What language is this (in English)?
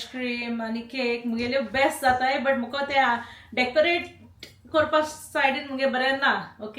Konkani